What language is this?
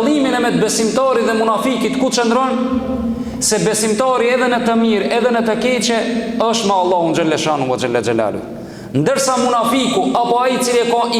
Albanian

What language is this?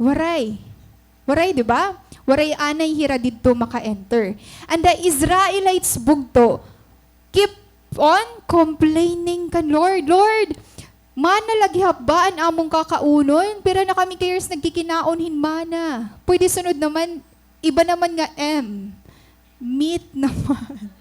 Waray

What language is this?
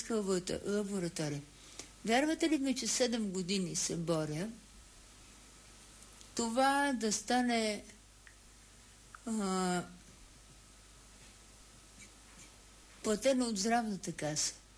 Bulgarian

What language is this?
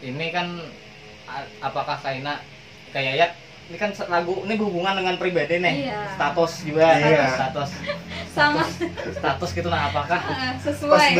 Banjar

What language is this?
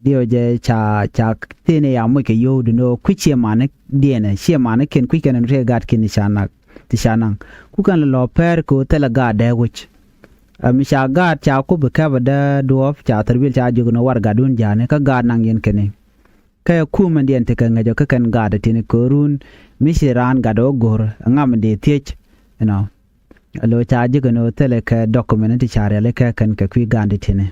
Nuer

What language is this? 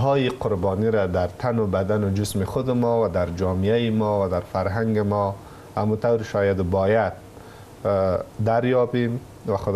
Persian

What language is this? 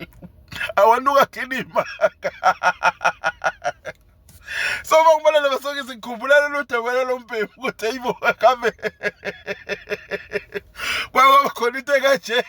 Zulu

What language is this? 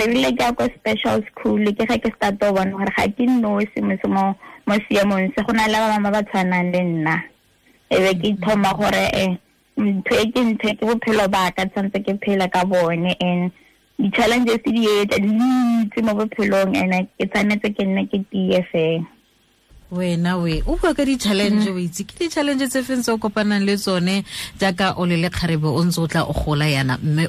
Tswana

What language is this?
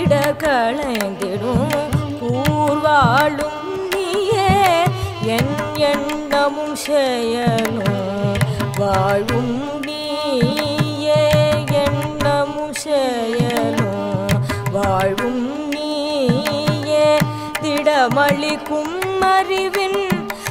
Tamil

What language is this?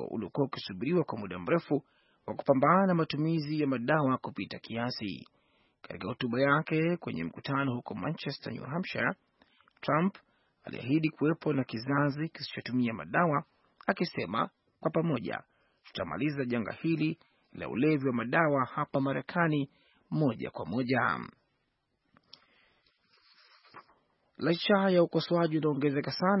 Swahili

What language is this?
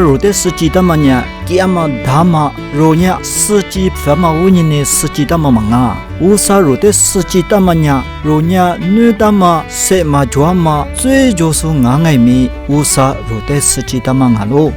Lisu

